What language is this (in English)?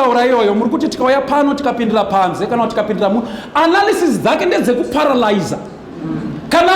Shona